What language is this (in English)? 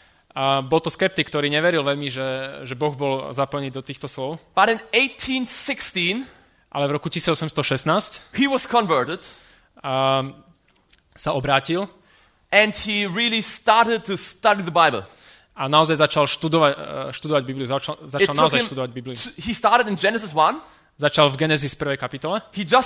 Slovak